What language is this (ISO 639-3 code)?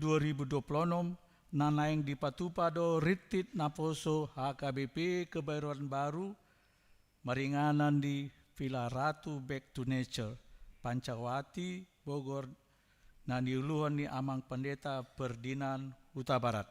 bbc